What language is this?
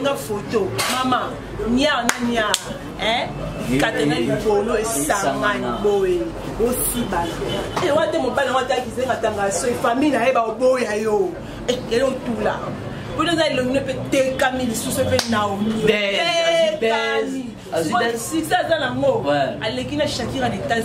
Lingala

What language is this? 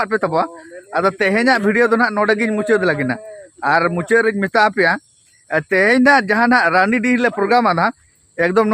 Santali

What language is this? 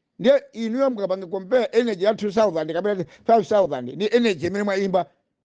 Nyanja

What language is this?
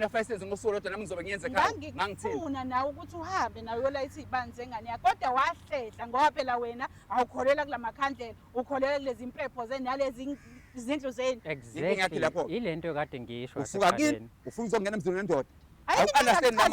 Zulu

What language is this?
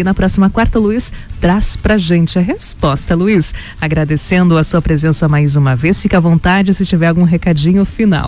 Portuguese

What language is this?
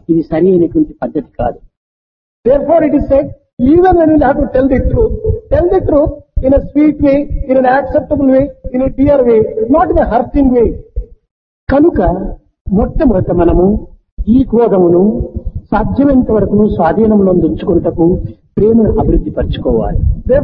Telugu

